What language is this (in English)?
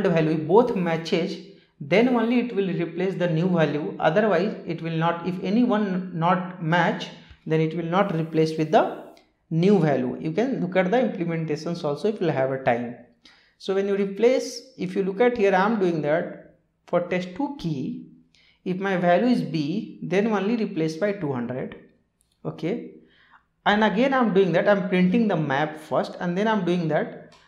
English